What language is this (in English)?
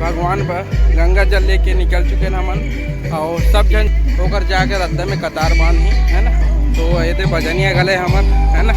Chhattisgarhi